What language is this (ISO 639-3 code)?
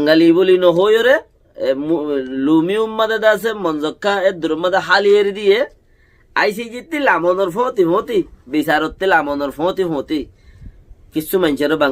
rhg